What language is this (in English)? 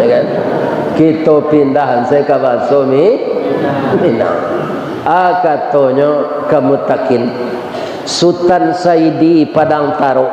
Minangkabau